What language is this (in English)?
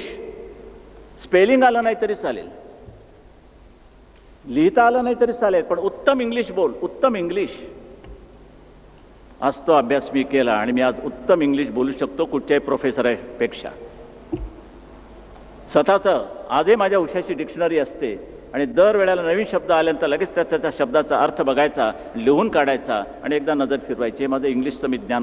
Marathi